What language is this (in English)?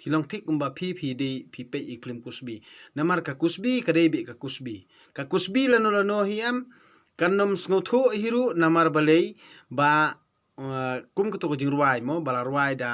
Khasi